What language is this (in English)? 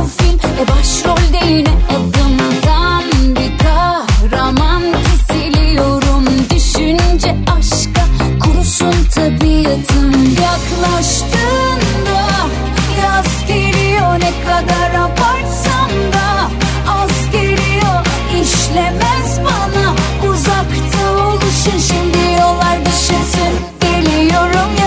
Turkish